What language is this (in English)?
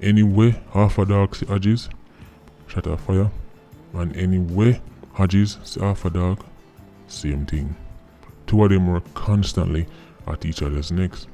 Jamaican Creole English